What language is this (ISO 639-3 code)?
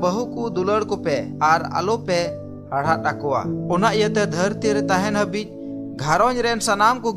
sat